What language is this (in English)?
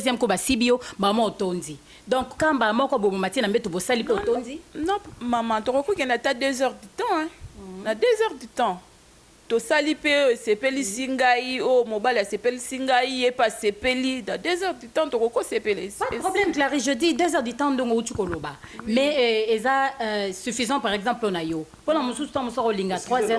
Lingala